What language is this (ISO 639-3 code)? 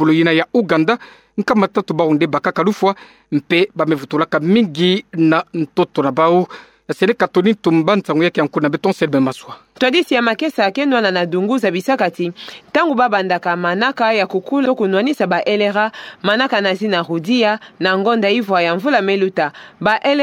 ktu